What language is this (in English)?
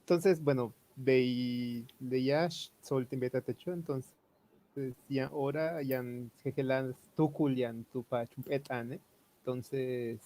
Yucateco